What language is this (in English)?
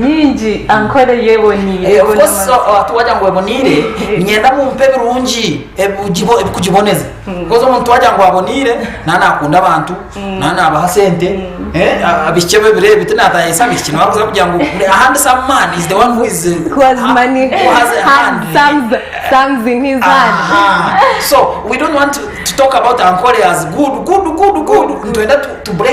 Nyankole